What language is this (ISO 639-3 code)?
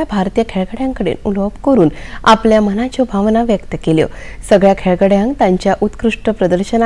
kok